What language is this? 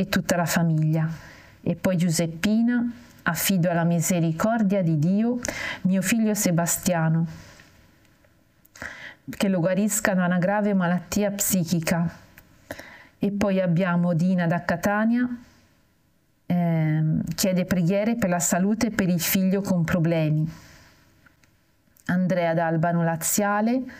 Italian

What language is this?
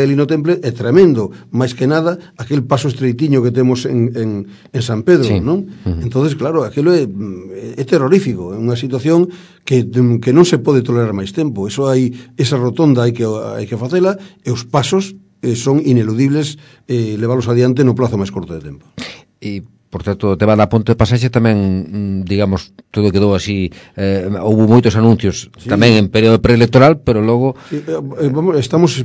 Galician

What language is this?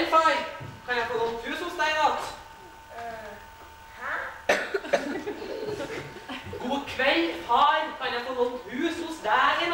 Norwegian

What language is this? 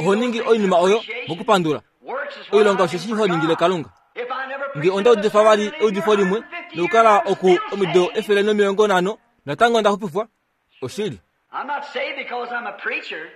Kuanyama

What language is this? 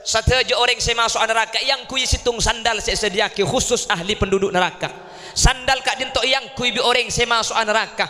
Madurese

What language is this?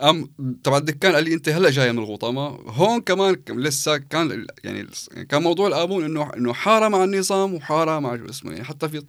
North Levantine Arabic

